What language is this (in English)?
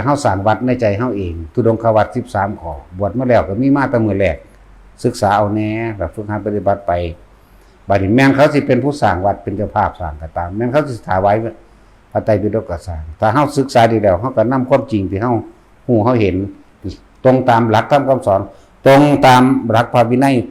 Northeastern Thai